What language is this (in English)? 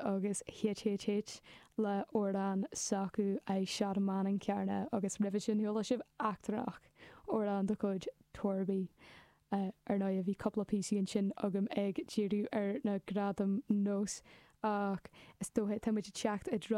Irish